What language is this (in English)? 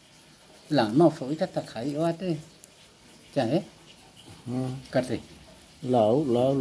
Nias